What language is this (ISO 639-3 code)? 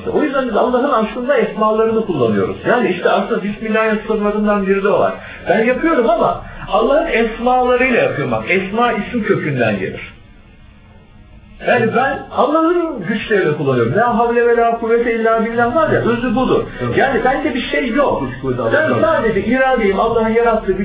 tur